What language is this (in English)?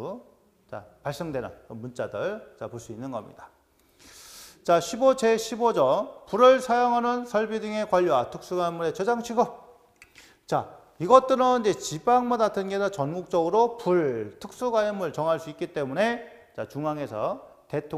Korean